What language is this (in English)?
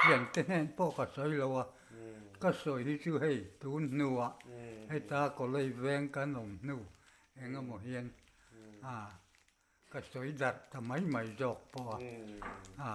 Mizo